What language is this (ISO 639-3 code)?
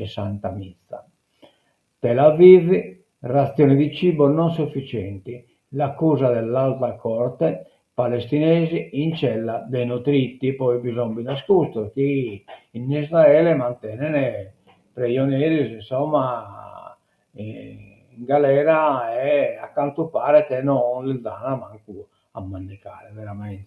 srd